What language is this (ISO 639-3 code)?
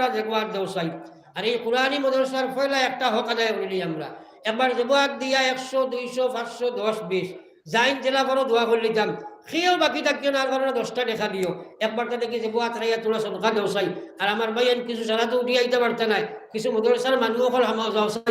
syl